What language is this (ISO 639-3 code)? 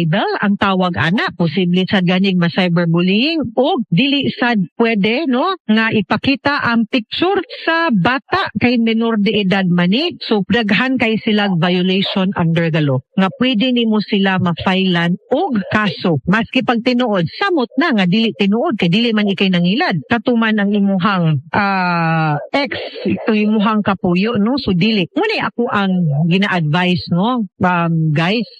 ceb